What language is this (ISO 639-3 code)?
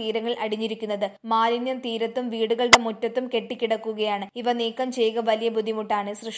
mal